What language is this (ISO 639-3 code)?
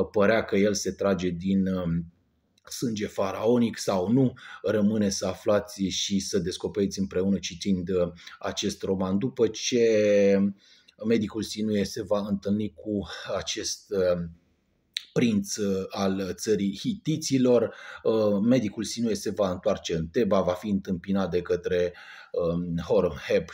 ron